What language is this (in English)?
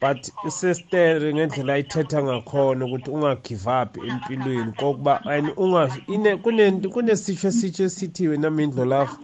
South Ndebele